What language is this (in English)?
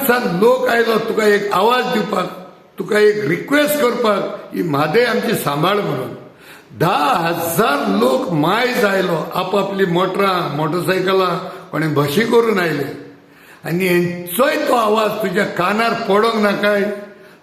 Konkani